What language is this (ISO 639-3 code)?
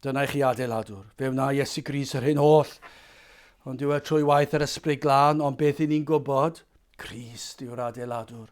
cym